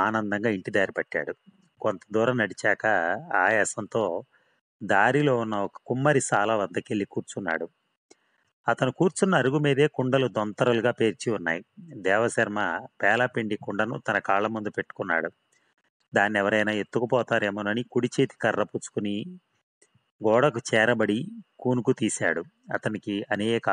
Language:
Telugu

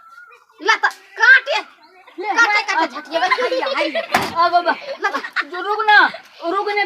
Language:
Maithili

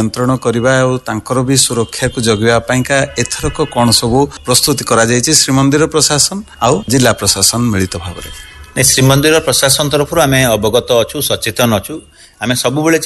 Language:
Odia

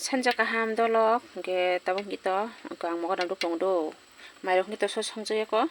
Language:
Kok Borok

